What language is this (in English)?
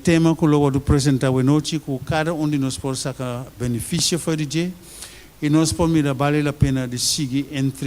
Papiamento